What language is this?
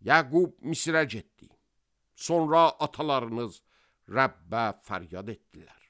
Azerbaijani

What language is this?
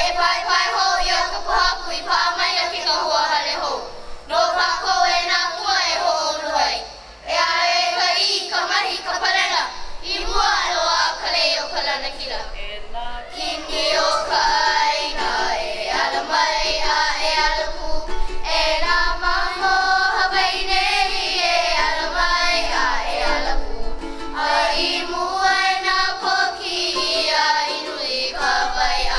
Hawaiian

